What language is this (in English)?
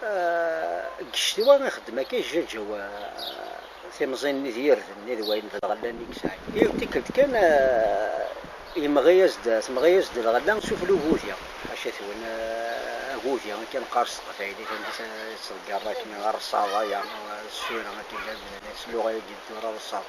Kabyle